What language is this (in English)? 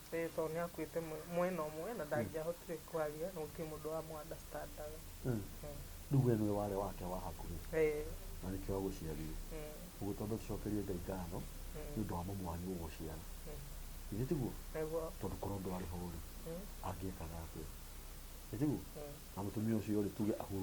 Kikuyu